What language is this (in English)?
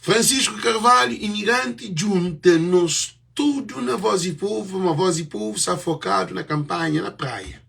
Kabuverdianu